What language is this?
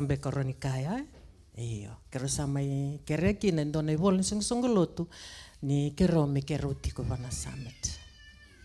Fijian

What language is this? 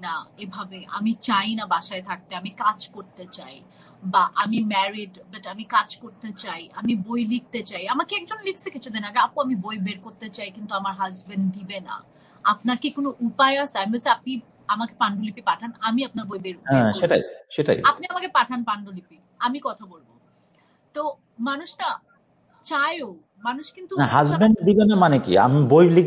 Bangla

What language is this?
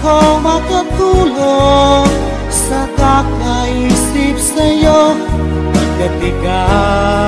Filipino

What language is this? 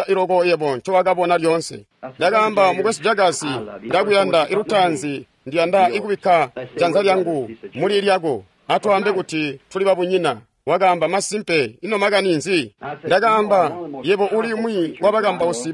Tonga (Zambia)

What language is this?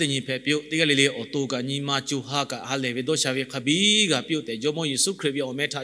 Lahu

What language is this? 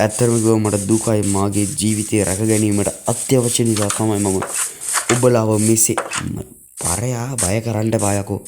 Sinhala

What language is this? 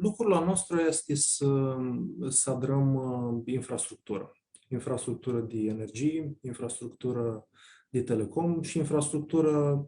Aromanian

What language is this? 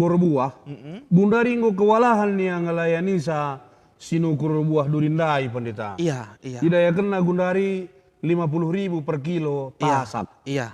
Batak Karo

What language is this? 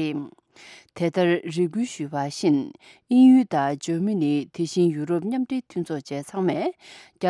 Tibetan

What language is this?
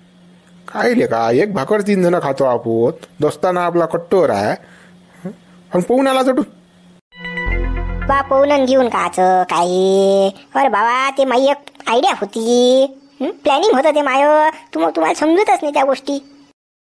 Marathi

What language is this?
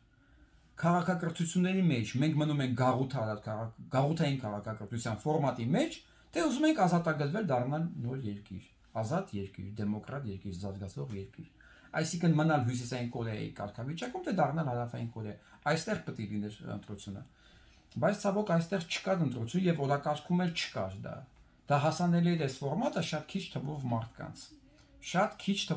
Armenian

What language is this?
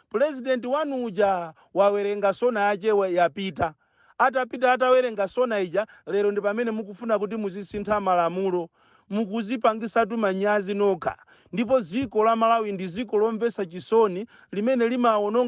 Nyanja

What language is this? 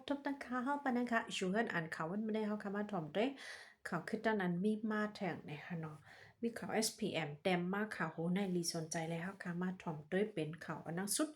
Shan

